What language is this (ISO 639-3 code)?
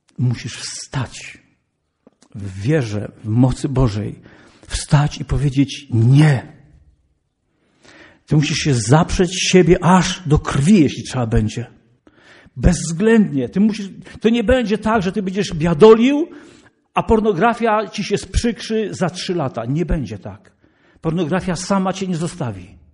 pol